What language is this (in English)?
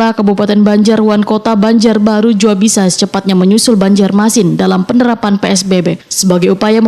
Banjar